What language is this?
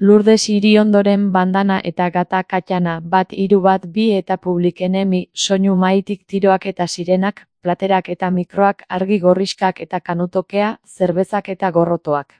Basque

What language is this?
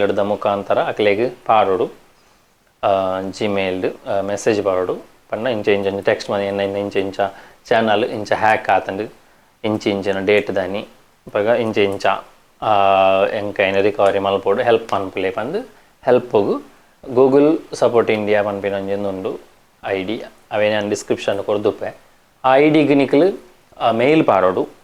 Tulu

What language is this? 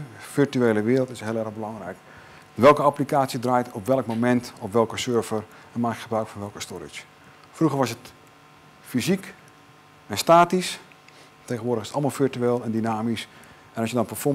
Dutch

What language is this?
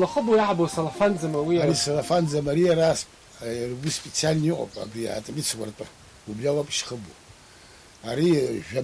Abkhazian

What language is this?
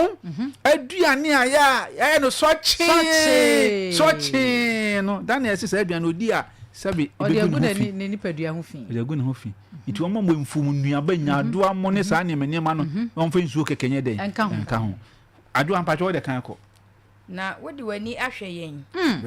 Akan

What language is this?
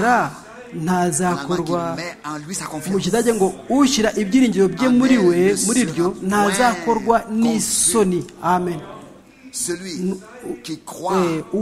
Kinyarwanda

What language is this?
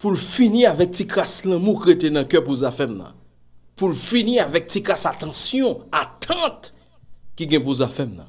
Haitian Creole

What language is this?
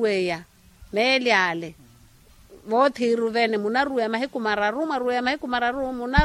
Makhuwa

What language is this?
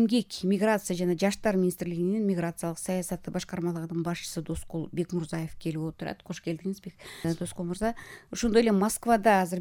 Kyrgyz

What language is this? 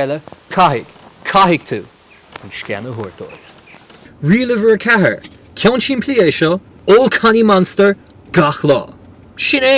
Irish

